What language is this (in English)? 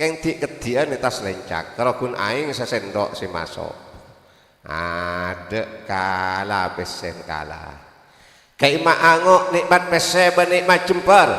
Madurese